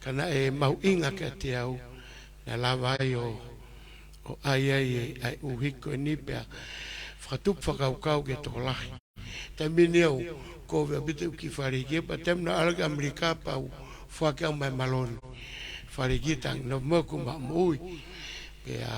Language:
Tongan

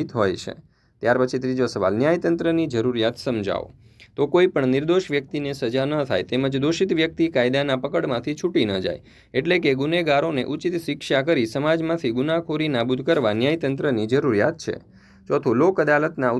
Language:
Gujarati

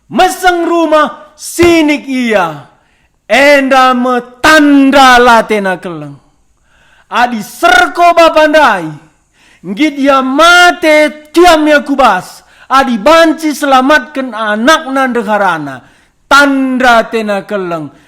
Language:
Batak Karo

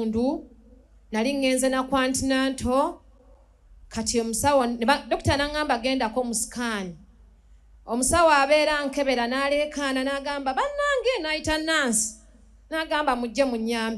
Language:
Ganda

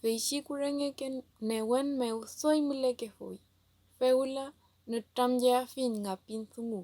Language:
Mapuche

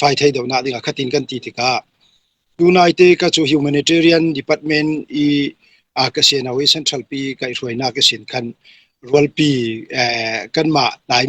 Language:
Falam Chin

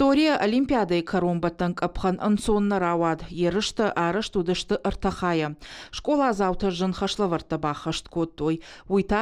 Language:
Ossetic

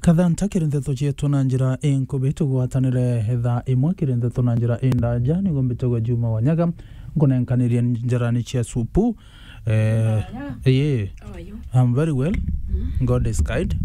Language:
Meru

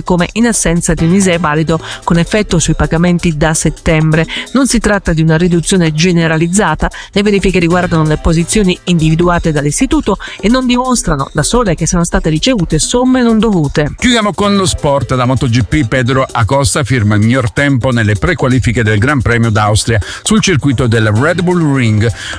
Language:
Italian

